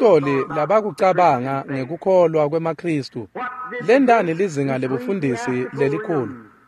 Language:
Swati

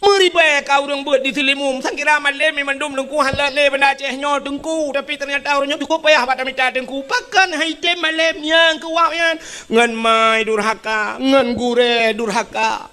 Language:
Achinese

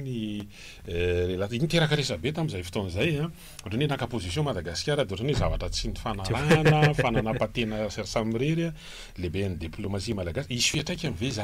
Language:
Malagasy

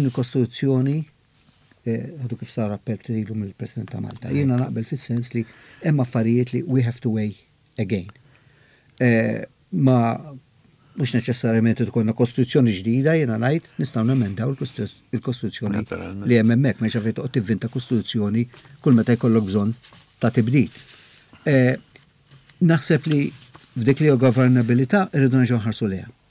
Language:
Maltese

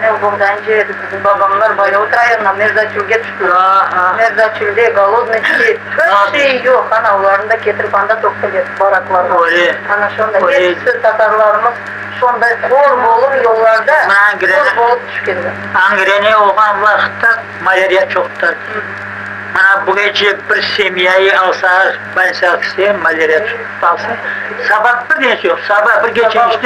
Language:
Crimean Tatar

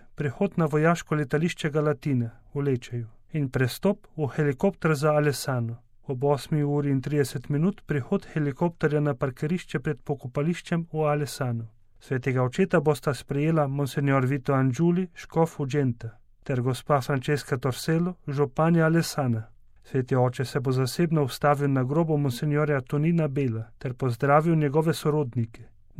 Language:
Slovenian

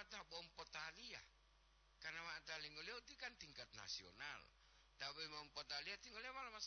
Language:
Gorontalo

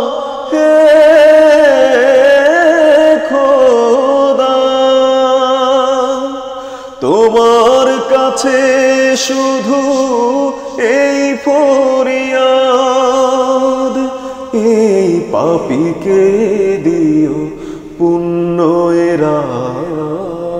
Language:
Bangla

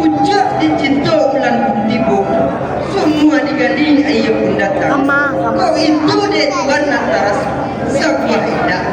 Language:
Minangkabau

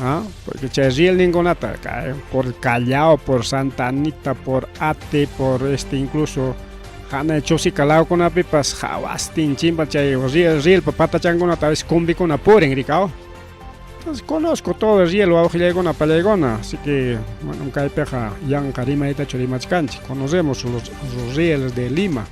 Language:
Ayacucho Quechua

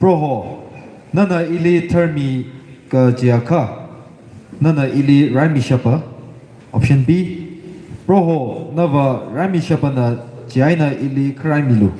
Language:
Tangkhul Naga (India)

